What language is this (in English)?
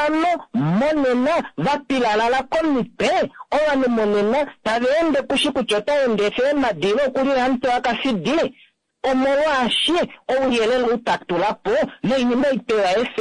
Kuanyama